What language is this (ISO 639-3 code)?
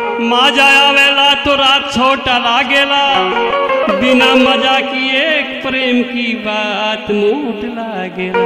bho